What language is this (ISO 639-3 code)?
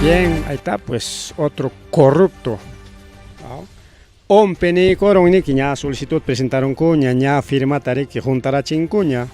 quy